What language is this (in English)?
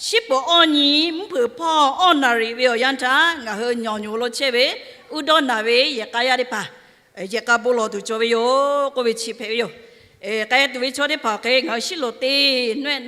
Lahu